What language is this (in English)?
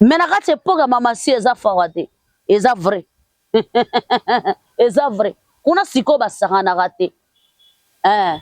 Lingala